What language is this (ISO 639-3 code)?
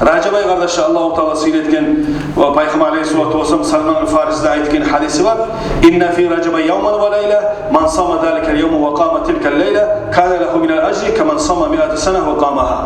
kum